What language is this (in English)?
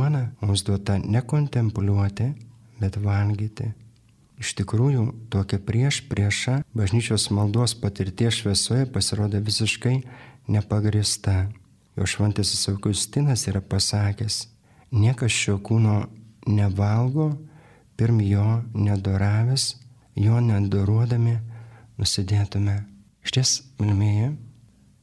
Lithuanian